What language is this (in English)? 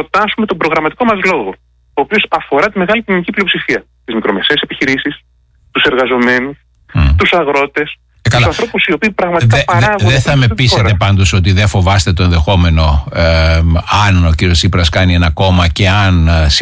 Greek